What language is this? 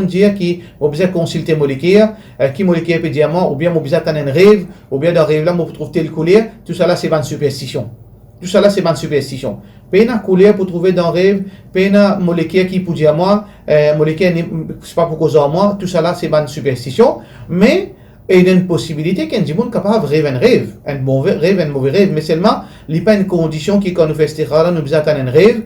Morisyen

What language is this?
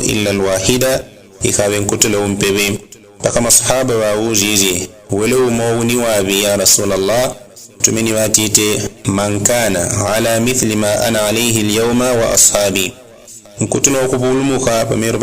Yao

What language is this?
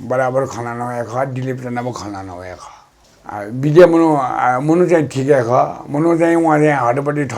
Newari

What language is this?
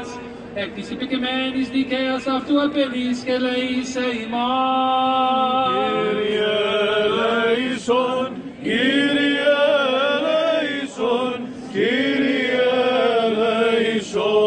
Greek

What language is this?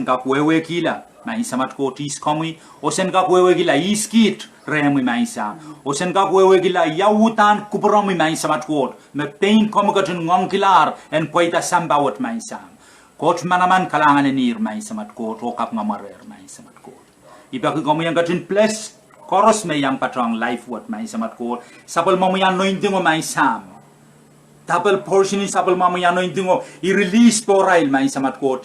Pohnpeian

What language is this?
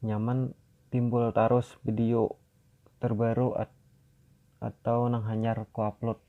Banjar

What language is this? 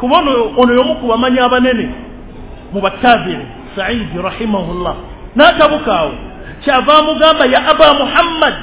Ganda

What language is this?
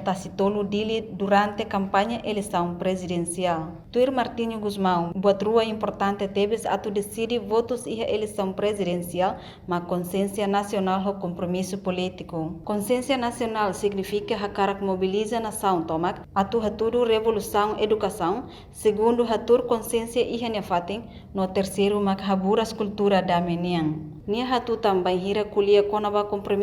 Tetum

